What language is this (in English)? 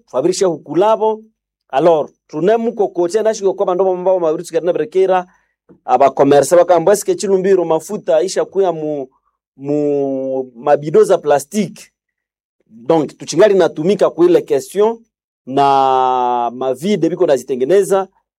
Swahili